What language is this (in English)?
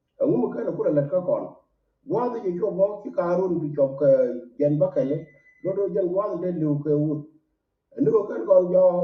Nuer